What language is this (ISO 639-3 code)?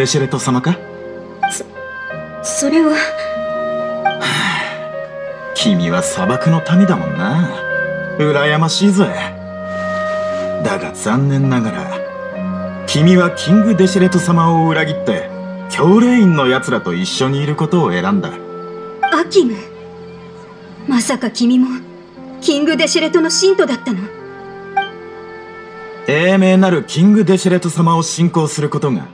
jpn